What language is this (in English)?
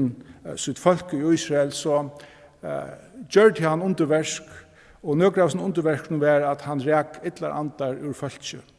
Faroese